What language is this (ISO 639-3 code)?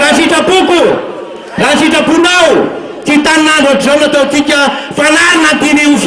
mlg